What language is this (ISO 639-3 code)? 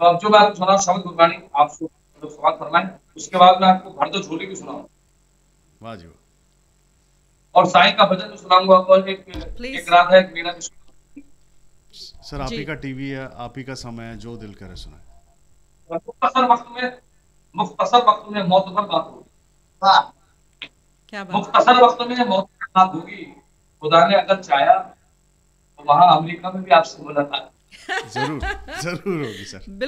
hin